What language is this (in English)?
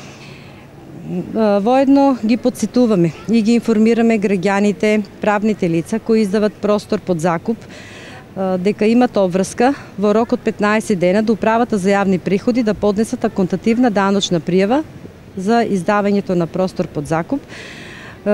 Macedonian